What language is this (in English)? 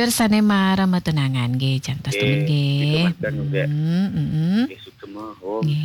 Balinese